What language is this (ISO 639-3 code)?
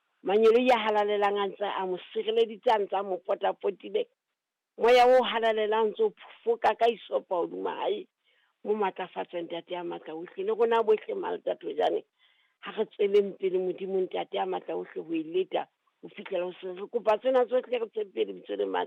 sot